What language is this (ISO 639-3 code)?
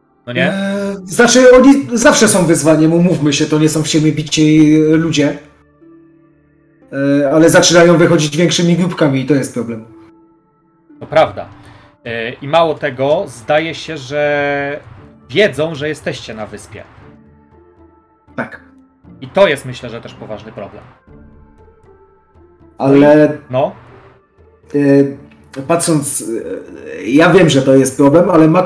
pol